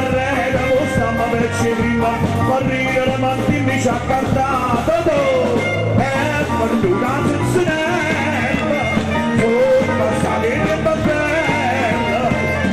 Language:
Neapolitan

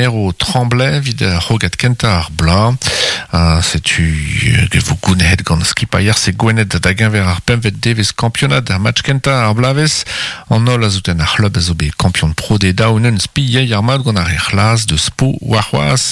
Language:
Breton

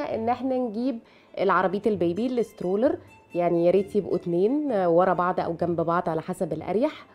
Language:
Egyptian Arabic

